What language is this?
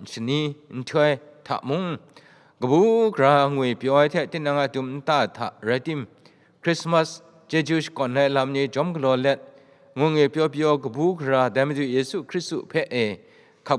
Kachin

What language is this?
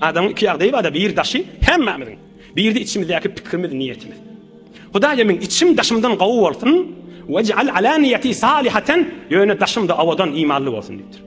Turkmen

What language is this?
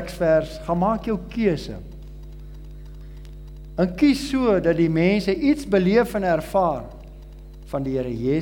Afrikaans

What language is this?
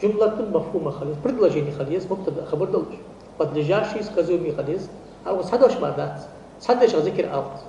Ingush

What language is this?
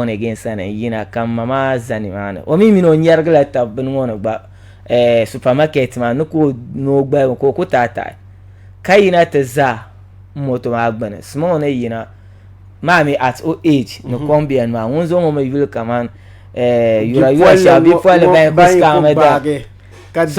Dagbani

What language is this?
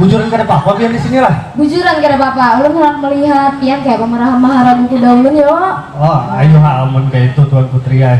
Banjar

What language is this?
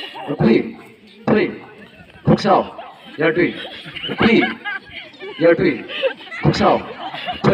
Tangkhul Naga (India)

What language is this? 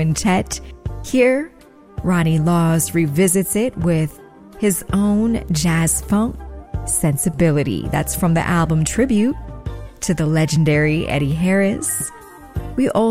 English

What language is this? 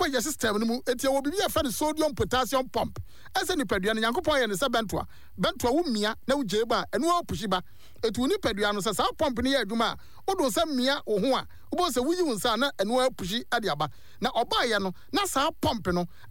Akan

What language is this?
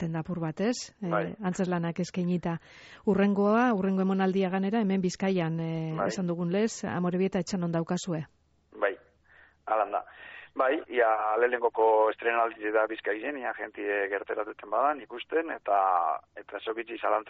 Basque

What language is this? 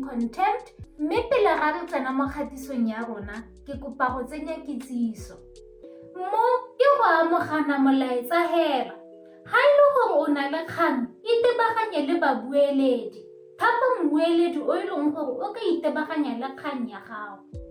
Tswana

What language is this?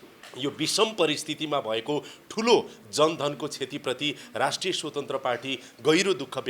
Nepali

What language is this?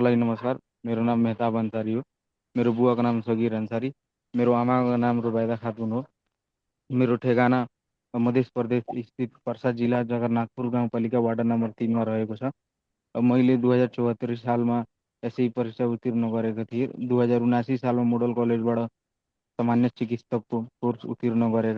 Nepali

